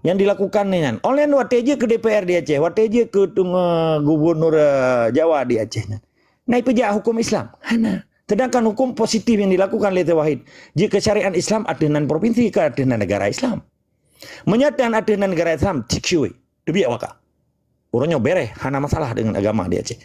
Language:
Achinese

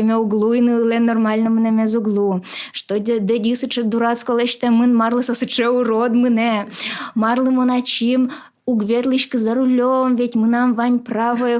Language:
Udmurt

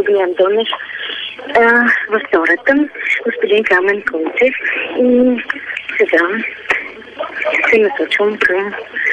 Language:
Bulgarian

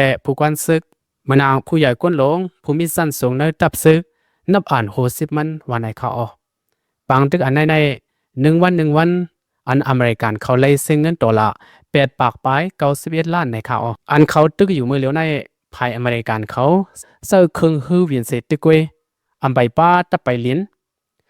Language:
Shan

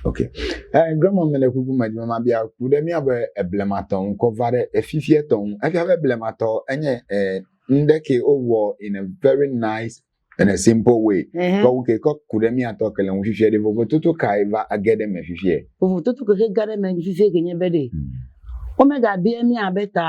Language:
Ewe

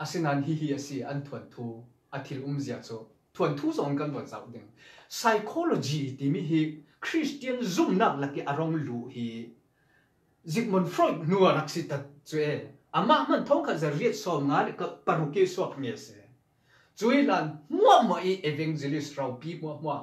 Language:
Falam Chin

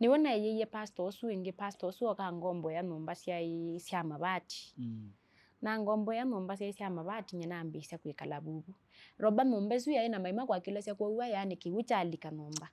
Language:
Kamba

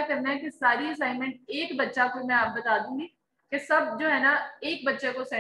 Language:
Hindi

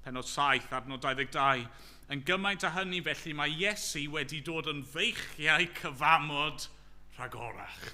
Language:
Welsh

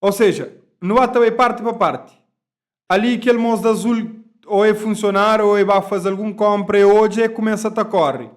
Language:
Kabuverdianu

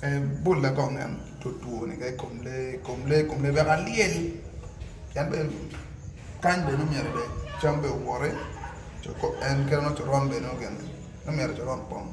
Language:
Acoli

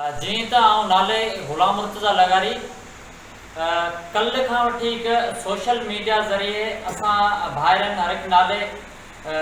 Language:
Sindhi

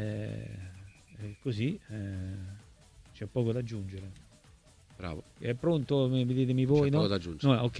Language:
Italian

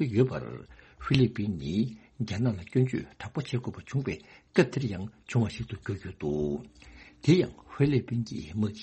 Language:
Tibetan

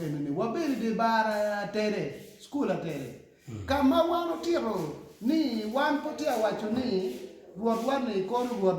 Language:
Acoli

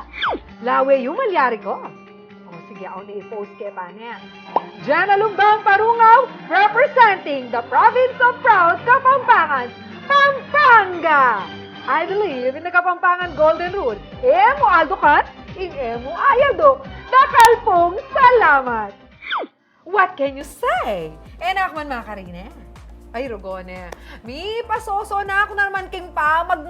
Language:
Pampanga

